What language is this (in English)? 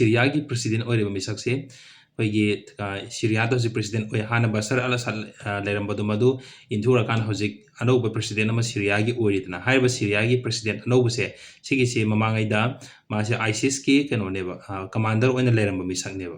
Manipuri